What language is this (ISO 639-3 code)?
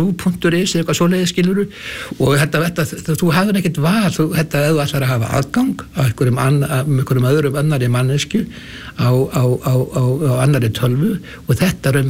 isl